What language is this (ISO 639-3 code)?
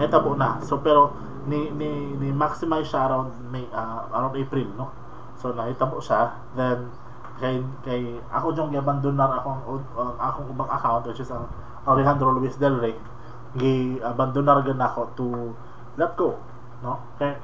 ceb